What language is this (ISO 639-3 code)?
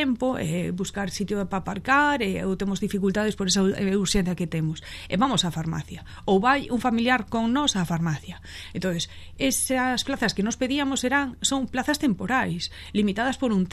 glg